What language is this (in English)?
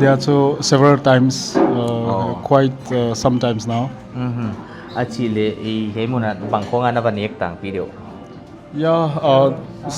Paite Chin